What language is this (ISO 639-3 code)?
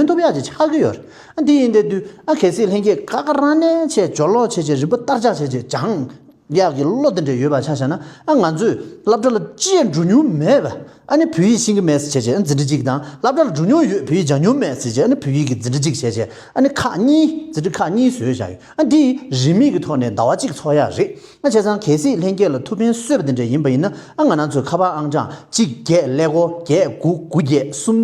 bod